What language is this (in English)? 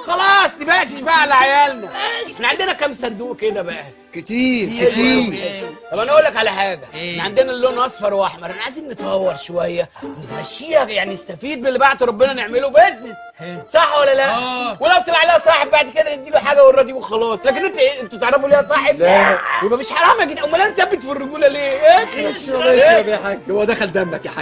Egyptian Arabic